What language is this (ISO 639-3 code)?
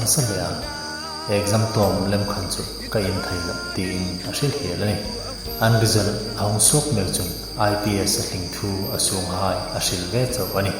hmr